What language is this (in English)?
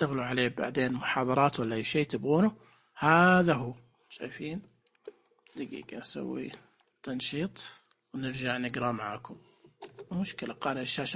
Najdi Arabic